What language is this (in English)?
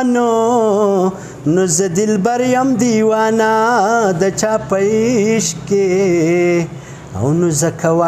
Pashto